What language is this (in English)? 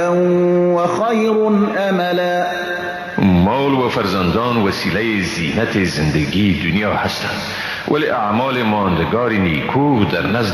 Persian